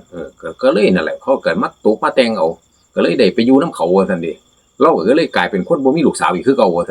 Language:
Northeastern Thai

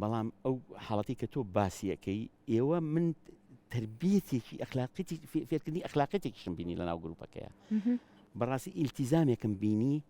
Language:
Central Kurdish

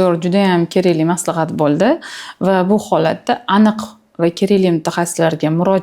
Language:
Uzbek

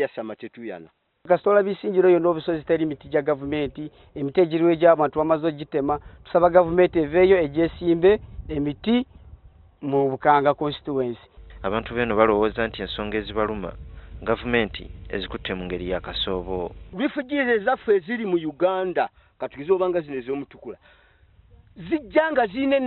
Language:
Ganda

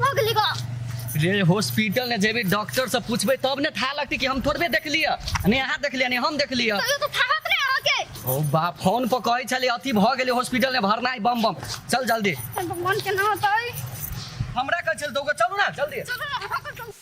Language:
Maithili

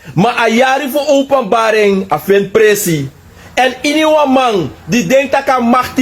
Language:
Sranan Tongo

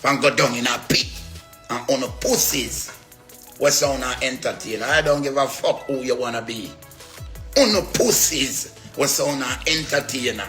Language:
Jamaican Creole English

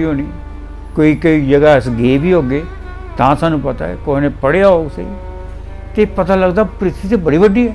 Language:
Dogri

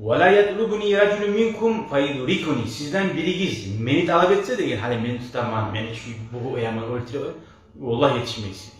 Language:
Kumyk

